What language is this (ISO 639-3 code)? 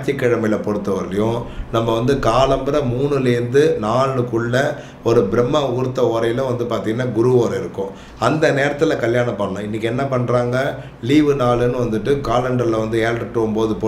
tam